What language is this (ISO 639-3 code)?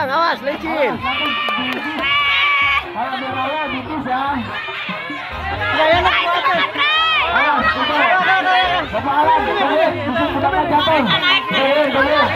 ind